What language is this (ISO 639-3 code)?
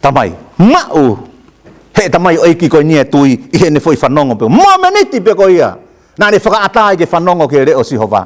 ton